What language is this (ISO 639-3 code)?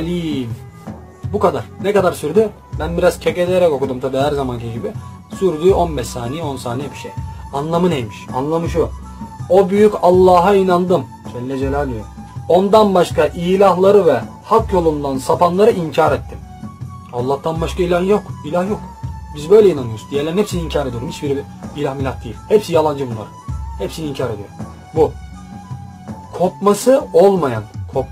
tur